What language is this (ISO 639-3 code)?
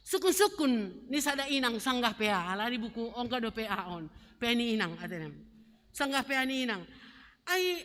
bts